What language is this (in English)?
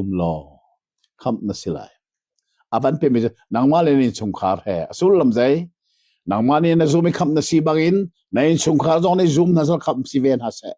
Hakha Chin